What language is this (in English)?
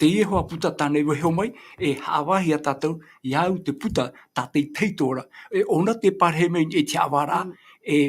Tahitian